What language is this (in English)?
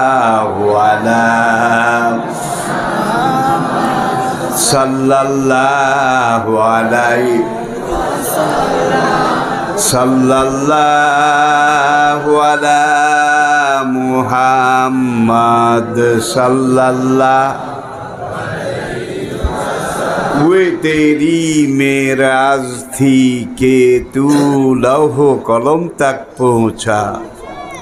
Bangla